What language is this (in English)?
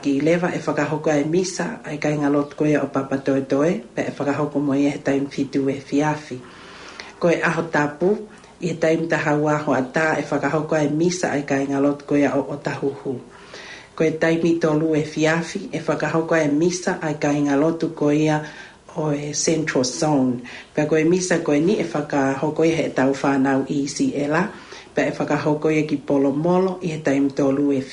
Tongan